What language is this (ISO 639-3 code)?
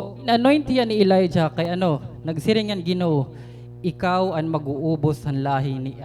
war